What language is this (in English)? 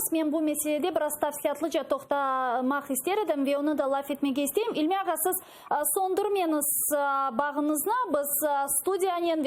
Crimean Tatar